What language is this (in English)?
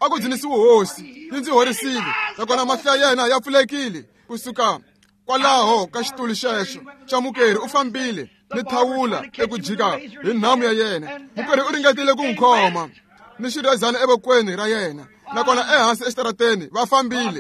Tsonga